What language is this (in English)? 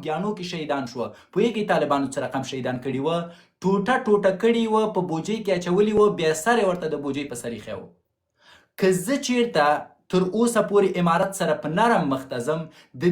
Pashto